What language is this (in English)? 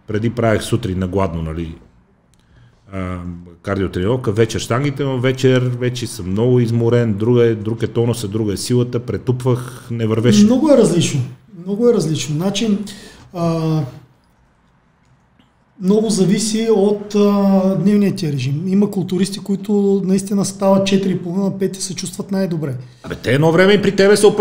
Bulgarian